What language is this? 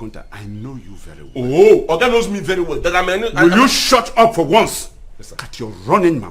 Nigerian Pidgin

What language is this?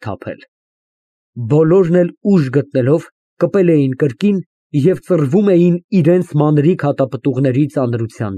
Armenian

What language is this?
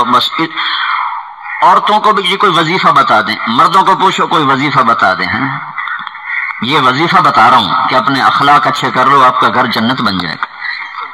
Urdu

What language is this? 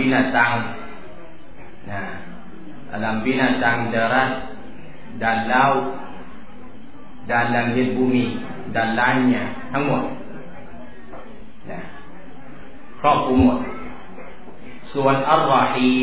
Thai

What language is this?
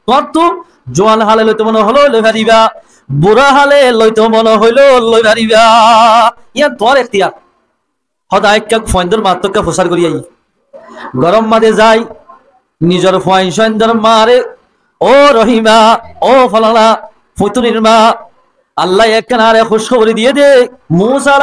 Rohingya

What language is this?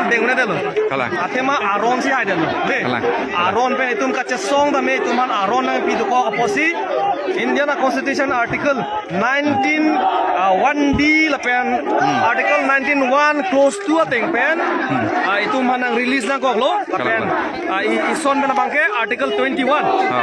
Karbi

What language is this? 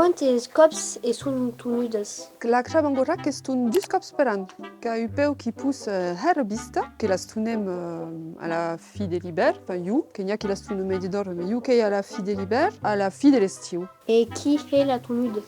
Occitan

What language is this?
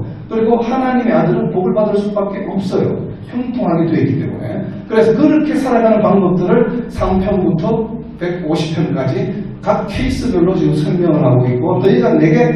Korean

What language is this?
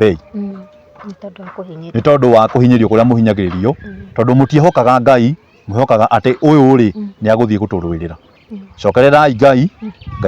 Kikuyu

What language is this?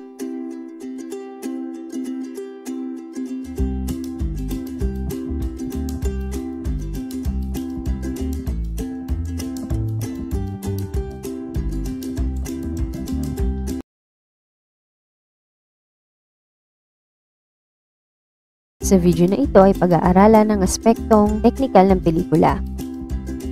Filipino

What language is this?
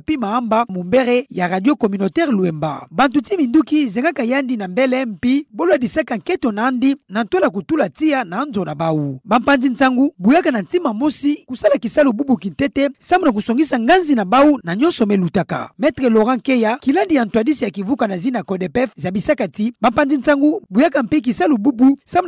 Kituba (Democratic Republic of Congo)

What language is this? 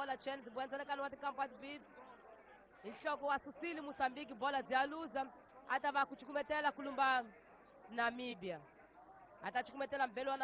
Tsonga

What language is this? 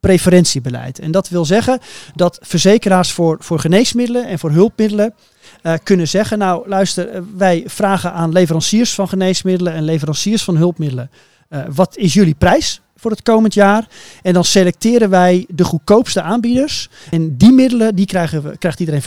Dutch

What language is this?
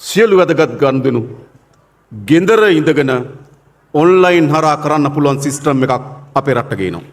Sinhala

